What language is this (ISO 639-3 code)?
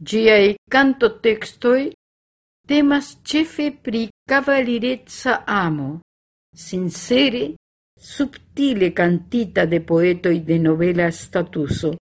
epo